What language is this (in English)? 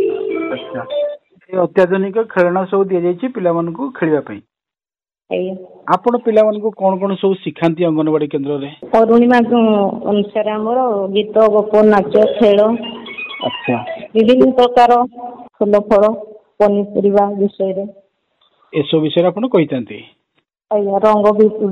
Odia